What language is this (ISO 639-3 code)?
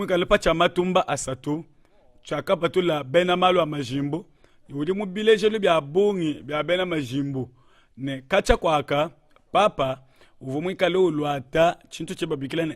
lua